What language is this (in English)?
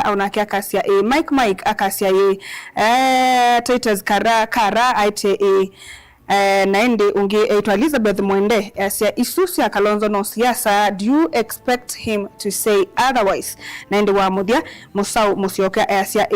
Kamba